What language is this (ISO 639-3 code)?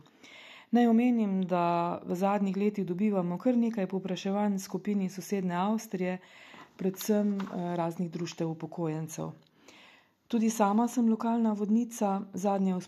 slv